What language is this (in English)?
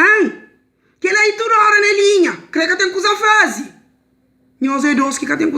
Kabuverdianu